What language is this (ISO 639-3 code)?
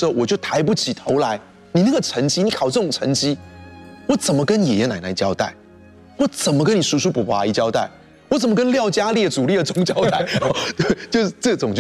zho